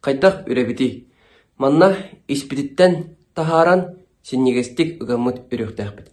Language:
Yakut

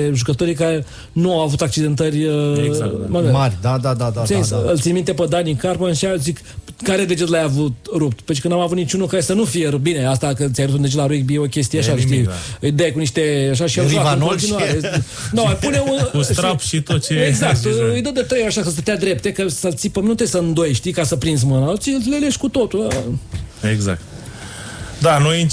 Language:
Romanian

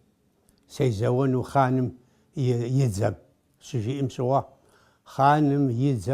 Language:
Kabardian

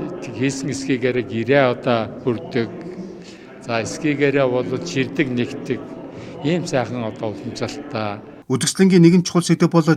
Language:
Mongolian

